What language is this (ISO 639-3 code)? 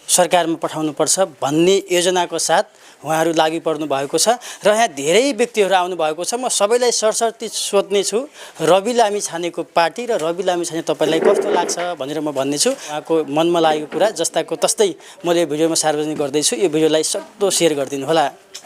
nep